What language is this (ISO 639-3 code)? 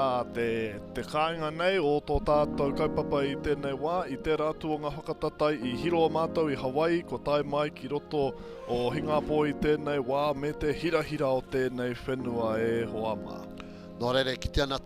mri